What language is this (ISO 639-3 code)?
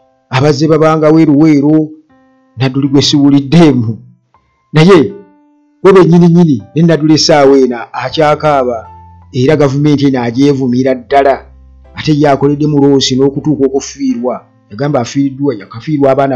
lug